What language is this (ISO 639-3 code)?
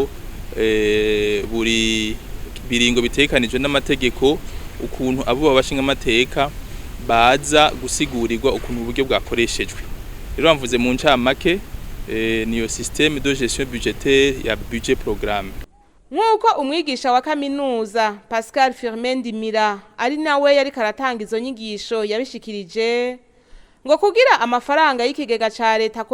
run